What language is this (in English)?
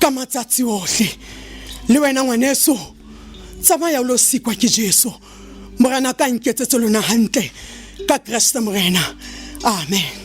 Southern Sotho